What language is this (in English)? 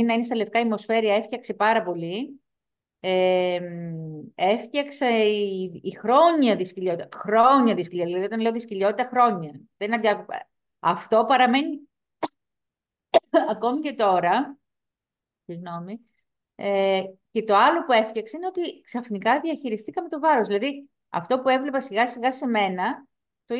Greek